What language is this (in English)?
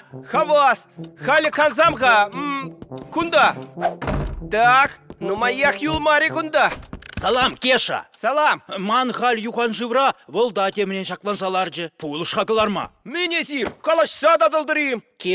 Chuvash